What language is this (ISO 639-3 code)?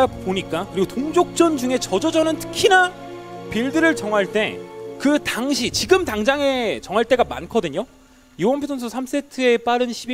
kor